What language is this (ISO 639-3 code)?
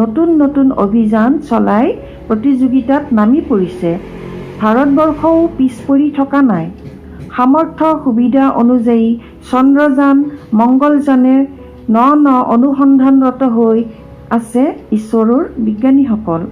asm